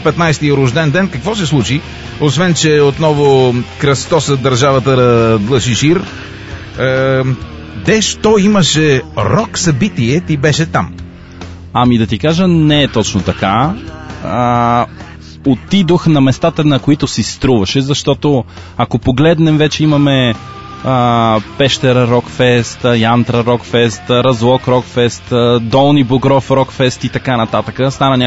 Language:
Bulgarian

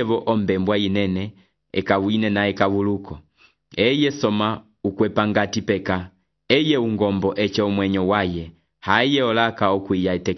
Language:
Umbundu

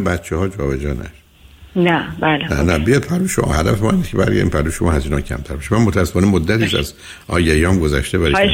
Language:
Persian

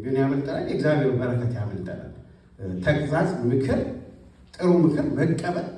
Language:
Amharic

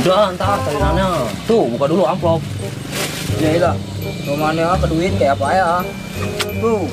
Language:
Betawi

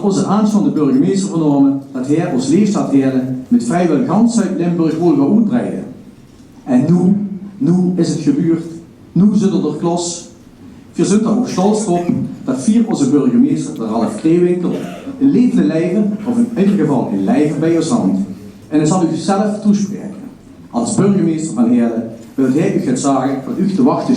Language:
Limburgish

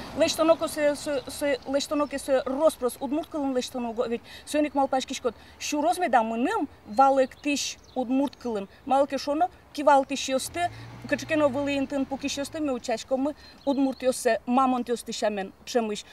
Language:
Udmurt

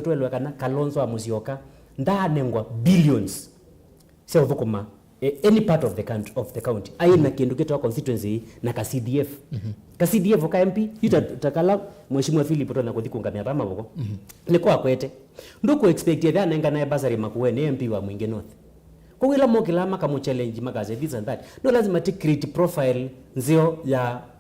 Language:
Kamba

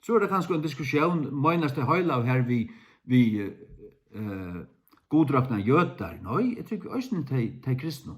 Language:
Faroese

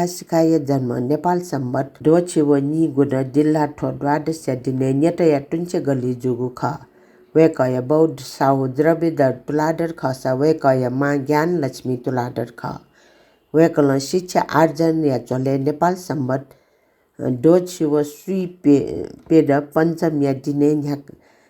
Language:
Newari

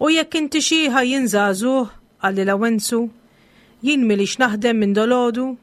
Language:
Maltese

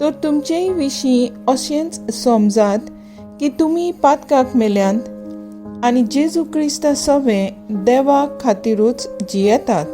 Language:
Konkani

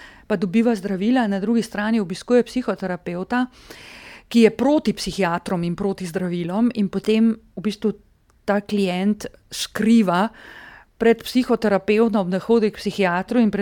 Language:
Slovenian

